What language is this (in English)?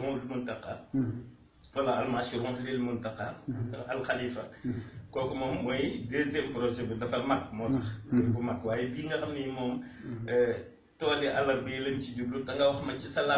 Wolof